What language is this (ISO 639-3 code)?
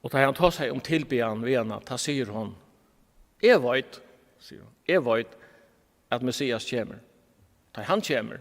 fao